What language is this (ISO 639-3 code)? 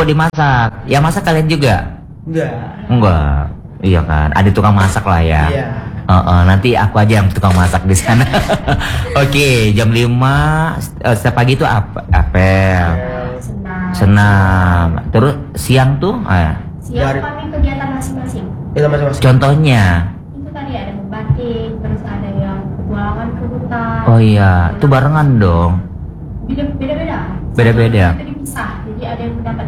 ind